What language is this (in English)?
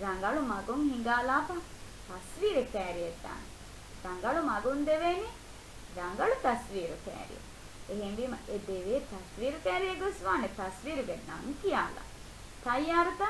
Divehi